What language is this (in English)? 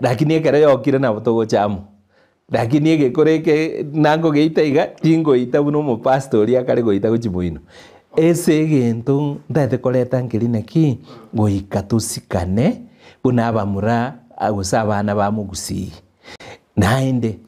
Gusii